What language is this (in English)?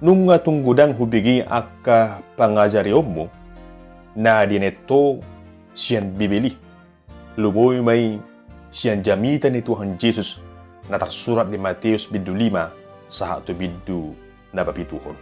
Batak Toba